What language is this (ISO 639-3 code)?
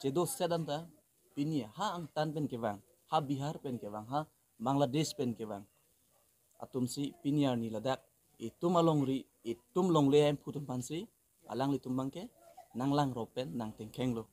mjw